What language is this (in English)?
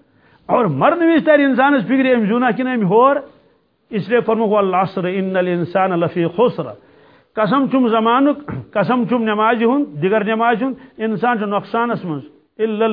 Kashmiri